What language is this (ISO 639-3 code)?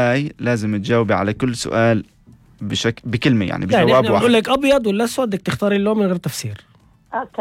apc